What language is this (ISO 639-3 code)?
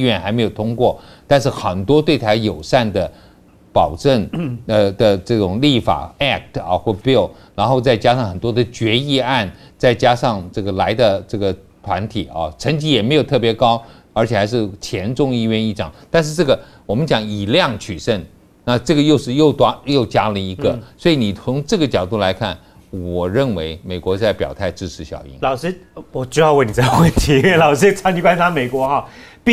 zho